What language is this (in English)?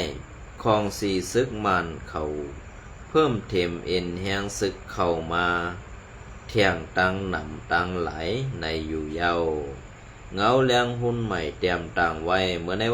Shan